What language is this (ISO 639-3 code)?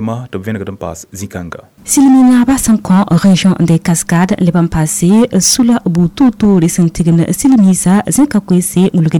mos